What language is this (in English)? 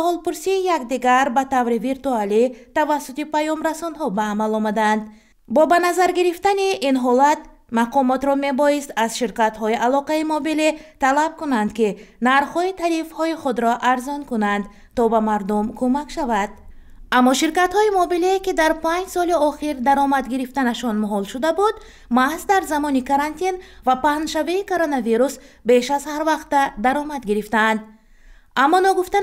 Tajik